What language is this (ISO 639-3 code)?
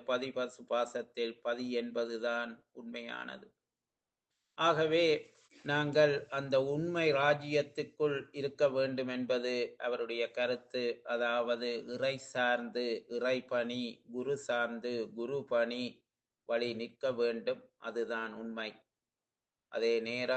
tam